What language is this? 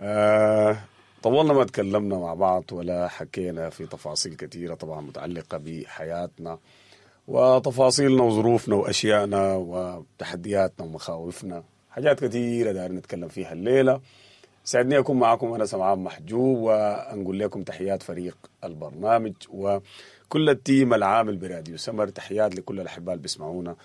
Sudanese Arabic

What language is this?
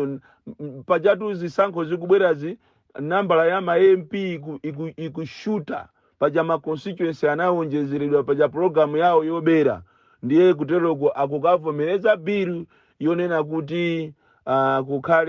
Nyanja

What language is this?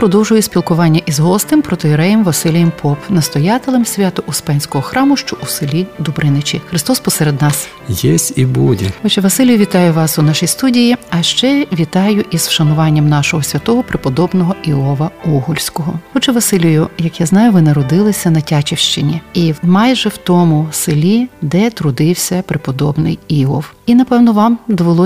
Ukrainian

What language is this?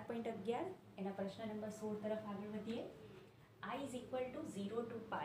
Gujarati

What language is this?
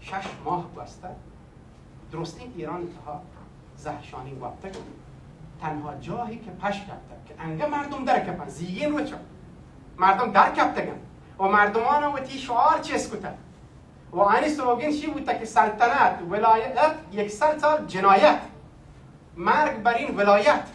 Baluchi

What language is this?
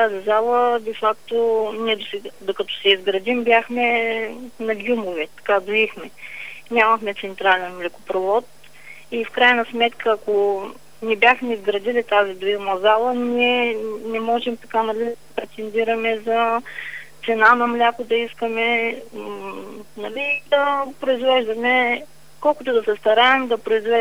Bulgarian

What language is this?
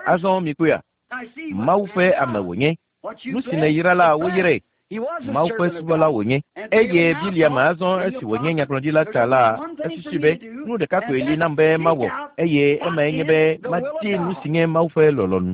Ewe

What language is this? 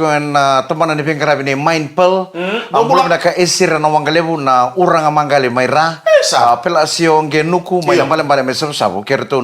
Fijian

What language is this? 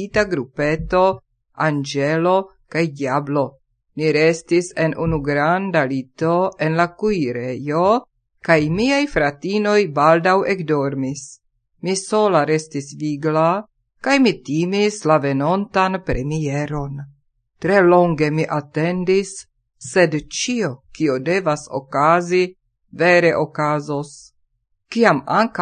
Esperanto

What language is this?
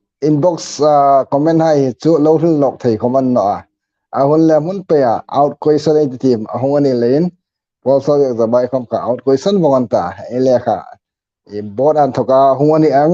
Hmar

